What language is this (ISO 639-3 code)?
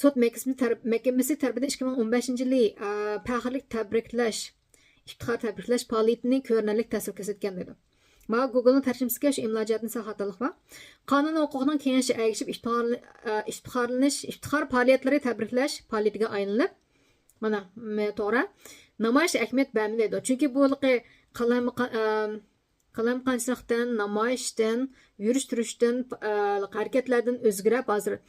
uig